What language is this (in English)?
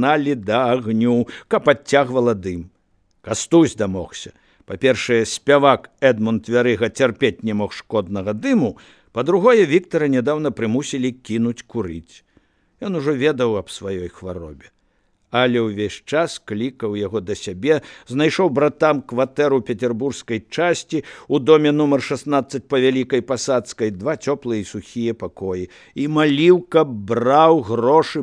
Belarusian